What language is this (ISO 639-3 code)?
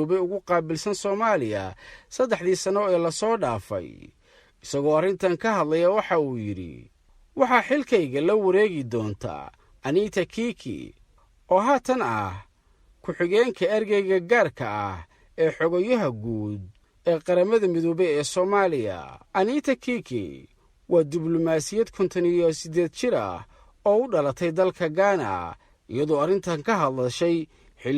som